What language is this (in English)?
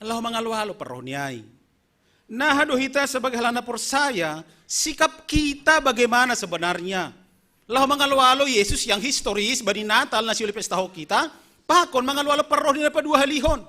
Batak Simalungun